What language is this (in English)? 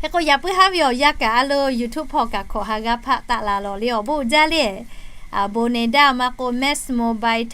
Lahu